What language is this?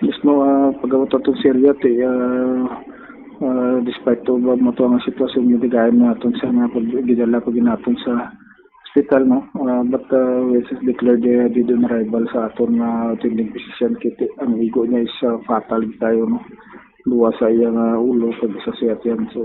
Hiligaynon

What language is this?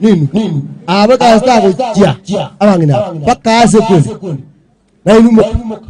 Gusii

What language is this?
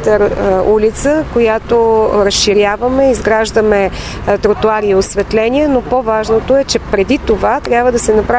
Bulgarian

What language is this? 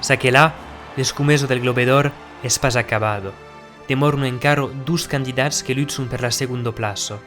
Occitan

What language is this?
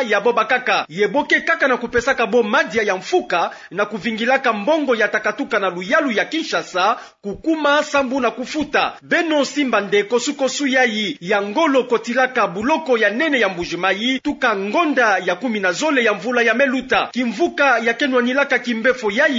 Kituba (Democratic Republic of Congo)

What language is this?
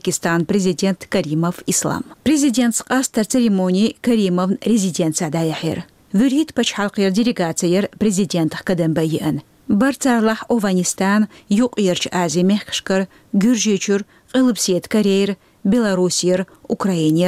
Chechen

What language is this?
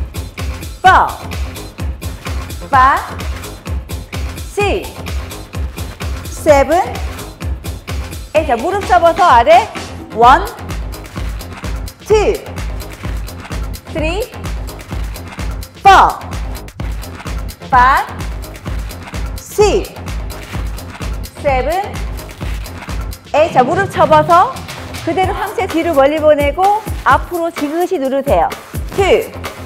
Korean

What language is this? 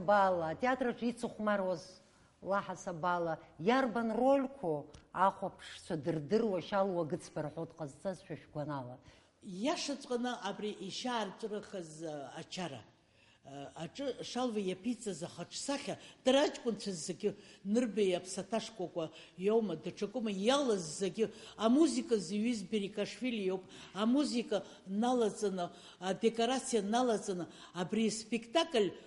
Abkhazian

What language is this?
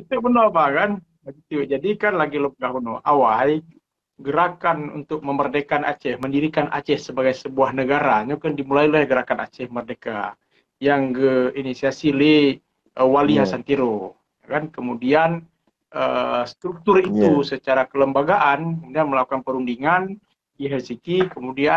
Achinese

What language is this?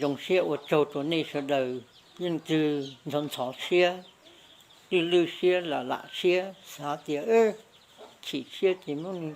Hmong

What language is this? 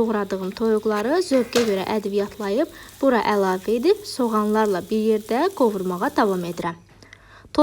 Azerbaijani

